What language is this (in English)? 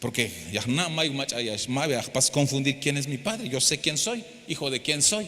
Tzeltal